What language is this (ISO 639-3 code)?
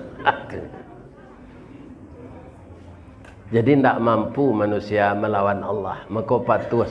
min